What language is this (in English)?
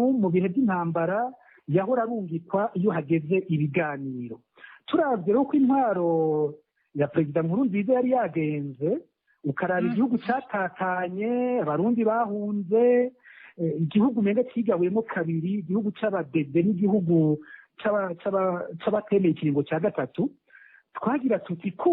Rundi